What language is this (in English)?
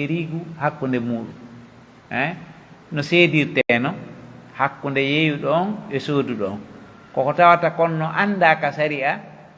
Pular